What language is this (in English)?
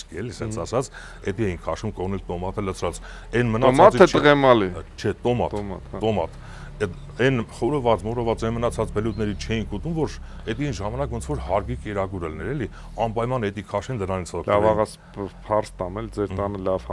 Armenian